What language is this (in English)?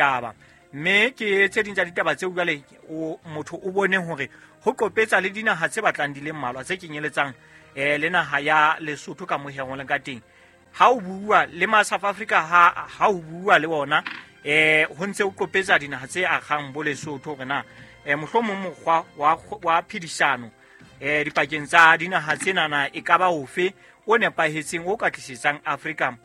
Southern Sotho